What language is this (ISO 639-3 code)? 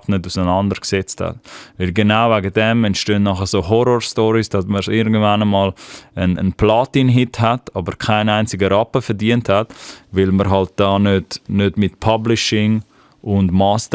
gsw